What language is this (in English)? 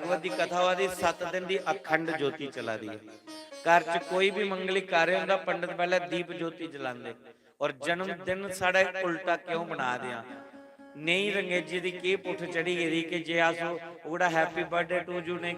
Dogri